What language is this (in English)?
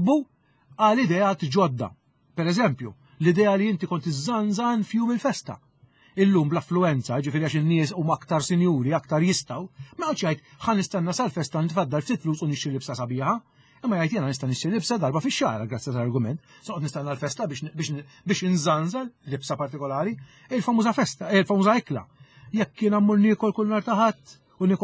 Maltese